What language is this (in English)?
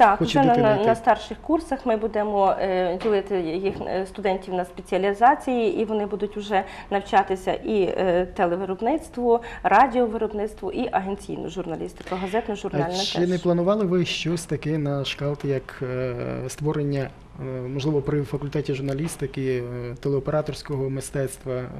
Ukrainian